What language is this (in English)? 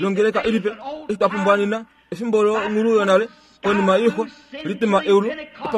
Kuanyama